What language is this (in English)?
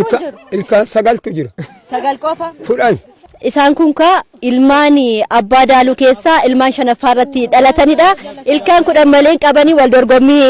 Oromo